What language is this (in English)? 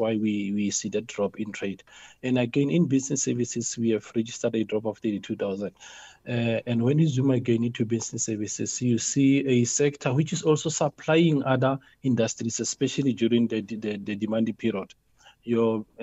English